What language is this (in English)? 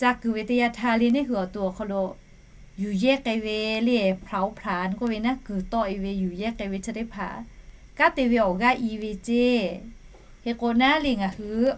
Lahu